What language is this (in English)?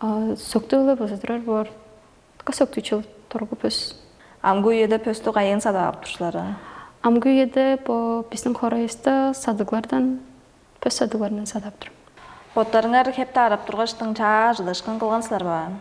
Tuvinian